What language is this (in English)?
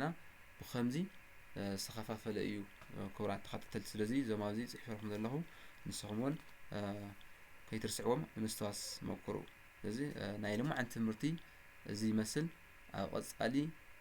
Tigrinya